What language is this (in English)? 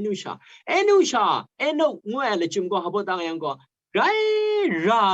Kachin